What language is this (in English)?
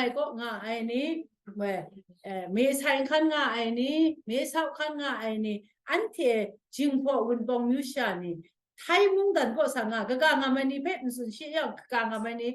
Kachin